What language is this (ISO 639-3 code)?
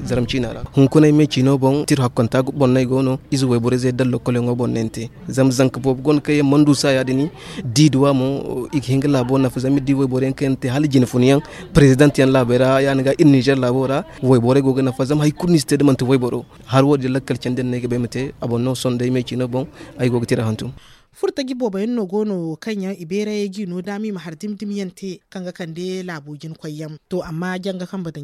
dje